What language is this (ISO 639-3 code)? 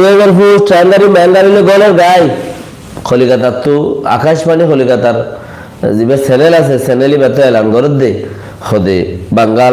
rhg